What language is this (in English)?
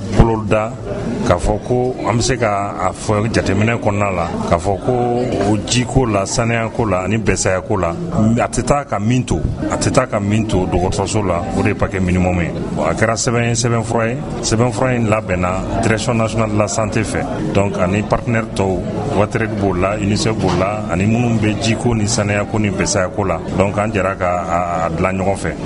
Bambara